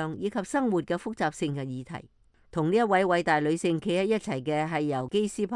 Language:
Cantonese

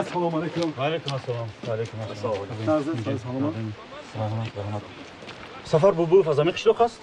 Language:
Tajik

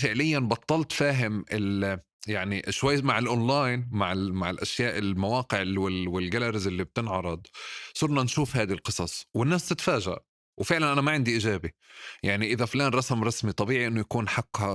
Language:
North Levantine Arabic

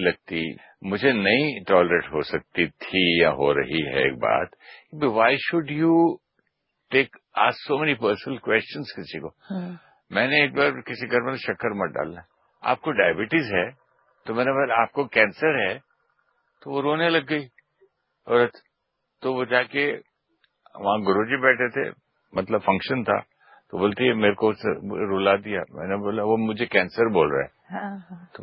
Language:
Hindi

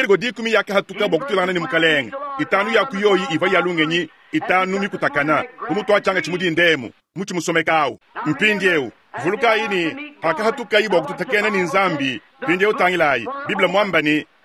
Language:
Luba-Lulua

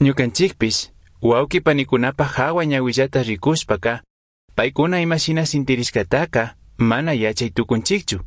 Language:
Chimborazo Highland Quichua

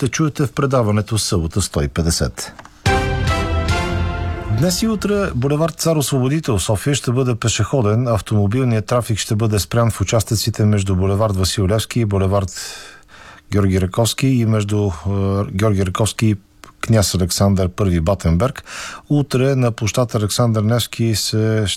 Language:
Bulgarian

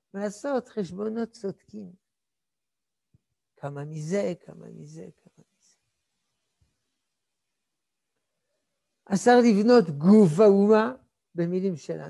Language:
Hebrew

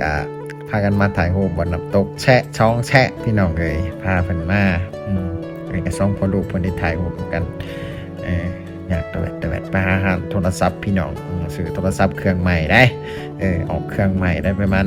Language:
Lao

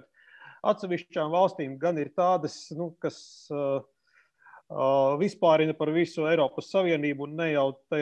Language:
Latvian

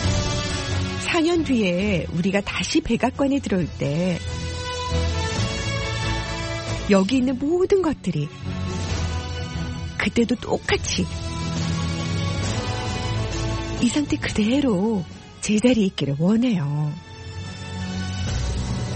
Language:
Korean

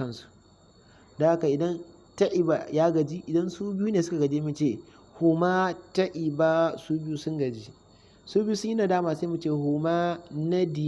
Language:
Hausa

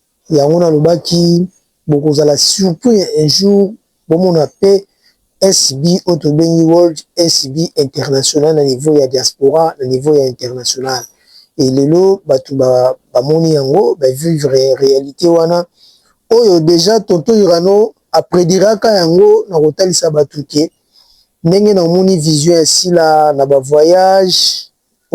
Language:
Lingala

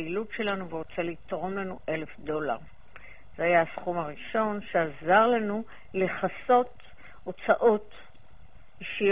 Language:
Hebrew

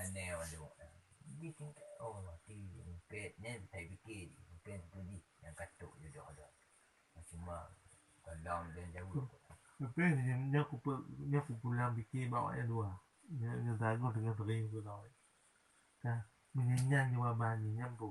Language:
Achinese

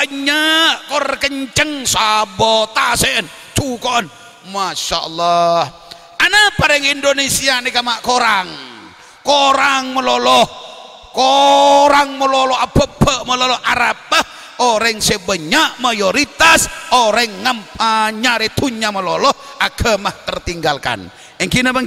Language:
Madurese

